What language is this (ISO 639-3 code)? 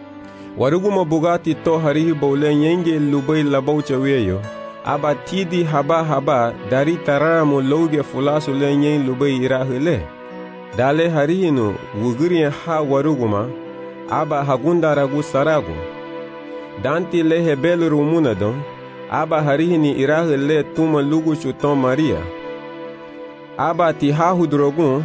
cab